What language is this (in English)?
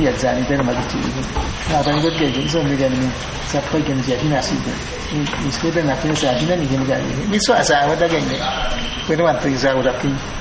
Awa-Cuaiquer